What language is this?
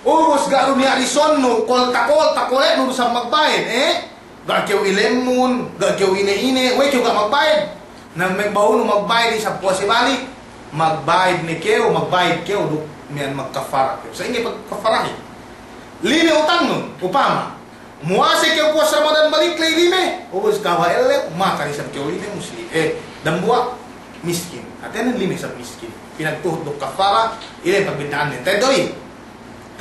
Yakan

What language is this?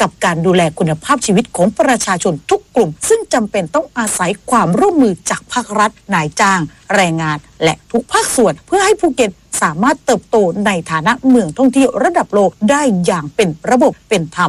Thai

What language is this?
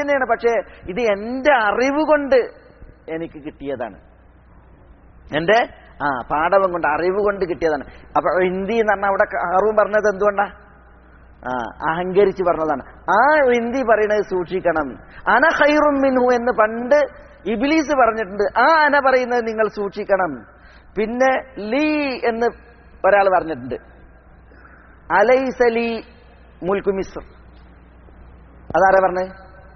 Malayalam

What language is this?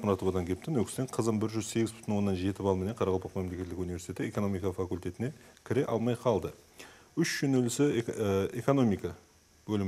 Kara-Kalpak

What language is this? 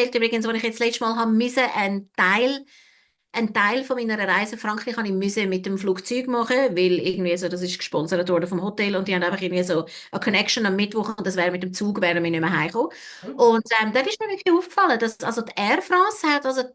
Swiss German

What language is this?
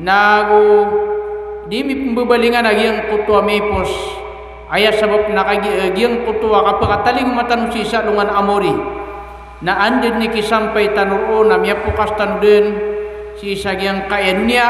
Maranao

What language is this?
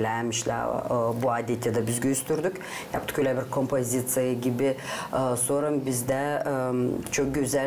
Gagauz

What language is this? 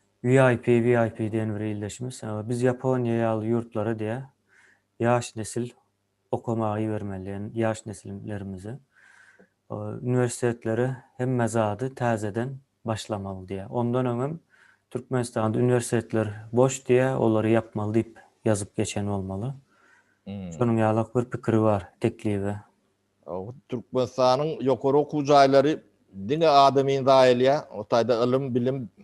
Turkmen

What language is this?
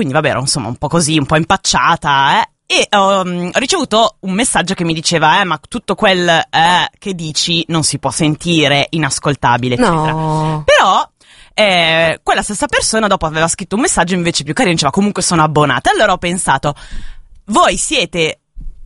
Italian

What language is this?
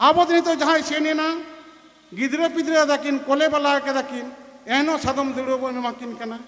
Santali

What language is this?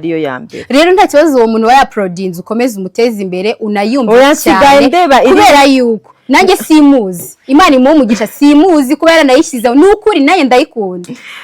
Kinyarwanda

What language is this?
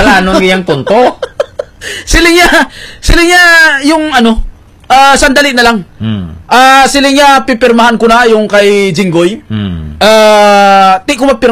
Hiligaynon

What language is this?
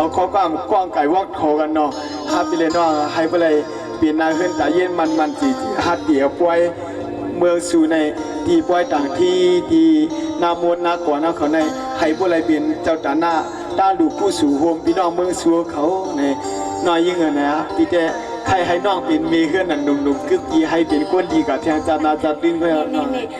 Shan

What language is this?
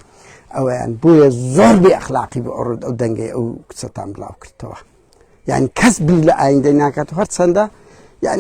Central Kurdish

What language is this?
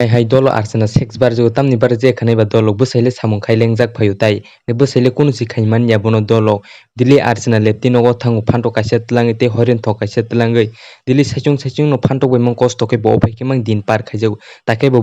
Kok Borok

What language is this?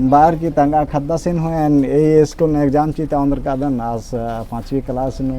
Kurukh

